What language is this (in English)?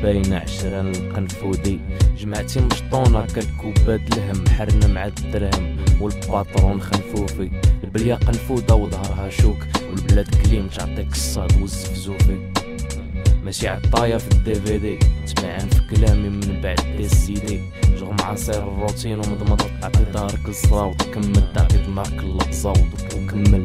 Moroccan Arabic